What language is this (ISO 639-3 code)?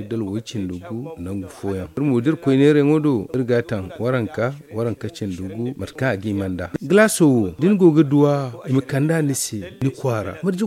dje